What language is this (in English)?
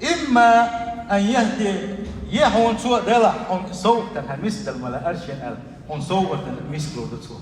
Chechen